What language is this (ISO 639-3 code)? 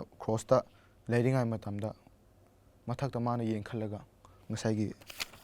mni